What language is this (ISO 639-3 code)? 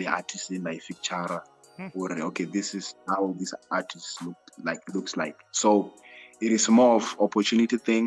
ven